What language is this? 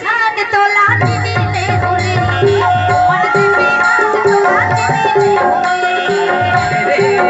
Chhattisgarhi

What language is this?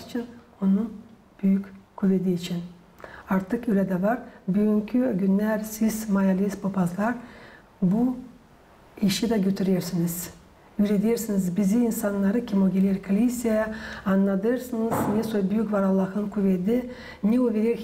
Gagauz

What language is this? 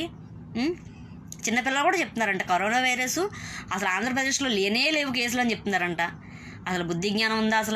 Telugu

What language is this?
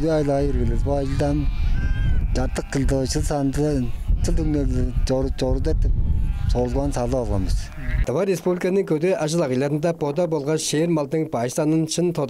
Tuvinian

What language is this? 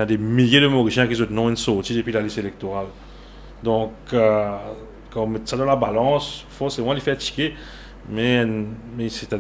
Morisyen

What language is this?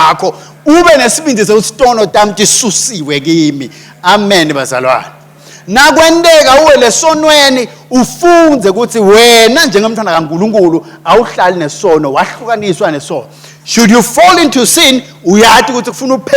Swati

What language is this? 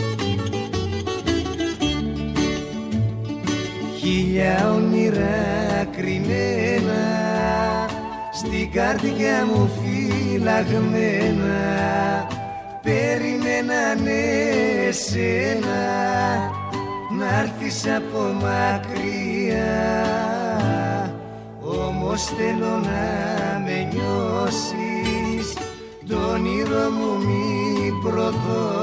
Greek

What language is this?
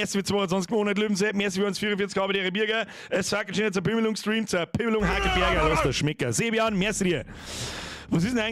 Bavarian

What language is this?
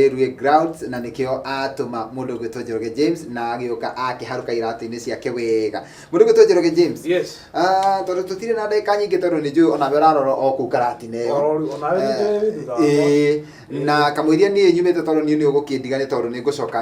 Kikuyu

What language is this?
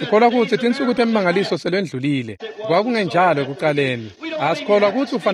Swati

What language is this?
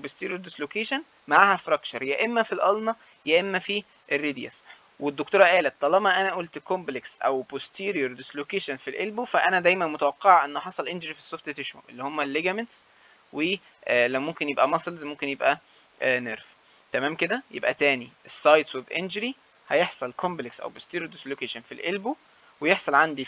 Egyptian Arabic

